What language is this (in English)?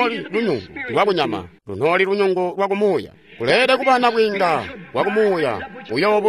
Tonga (Zambia)